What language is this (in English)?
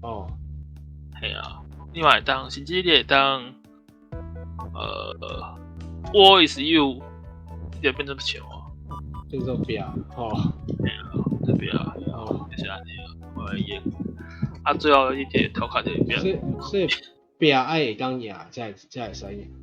Min Nan Chinese